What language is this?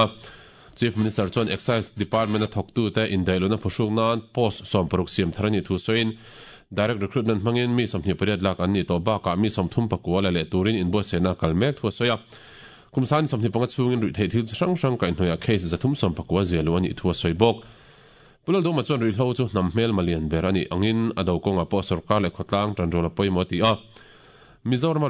Mizo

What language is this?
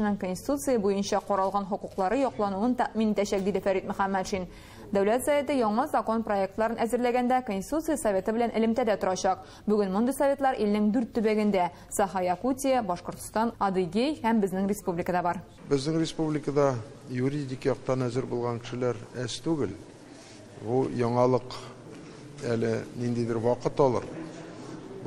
Tatar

